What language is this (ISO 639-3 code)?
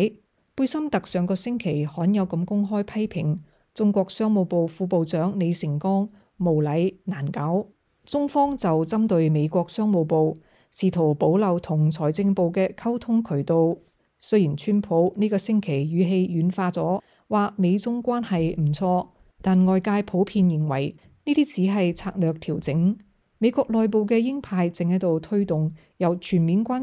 yue